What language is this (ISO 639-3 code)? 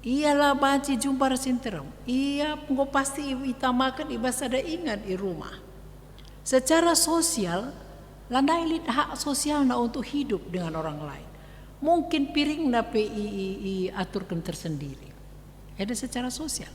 btx